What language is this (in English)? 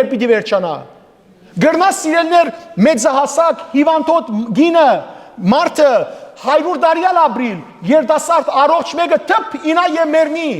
Western Armenian